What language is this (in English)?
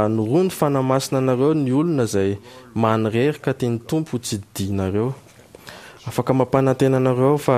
Malagasy